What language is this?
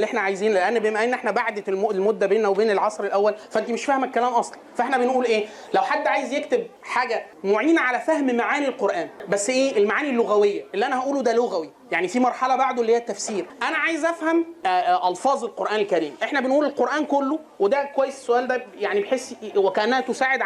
Egyptian Arabic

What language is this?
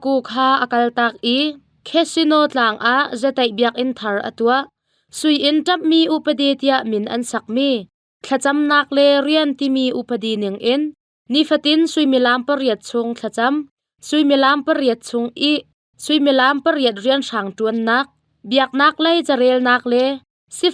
Hakha Chin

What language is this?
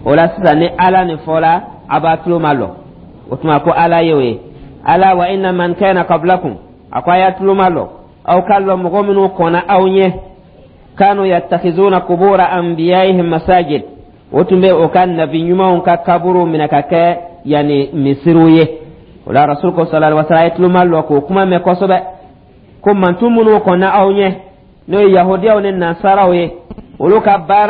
Dyula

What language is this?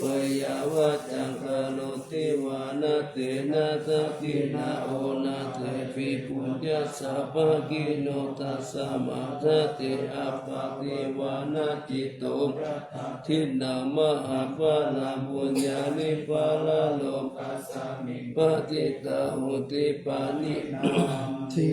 Pali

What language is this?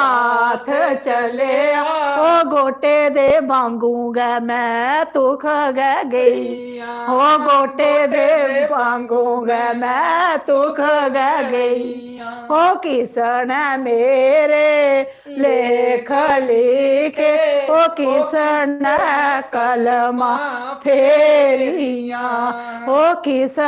Dogri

